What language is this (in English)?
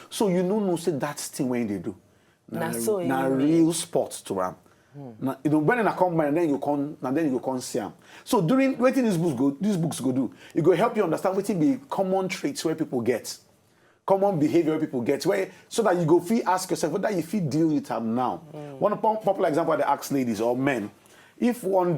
Nigerian Pidgin